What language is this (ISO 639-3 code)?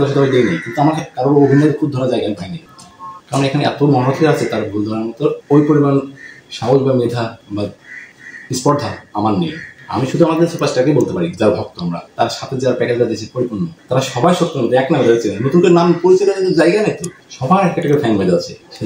ben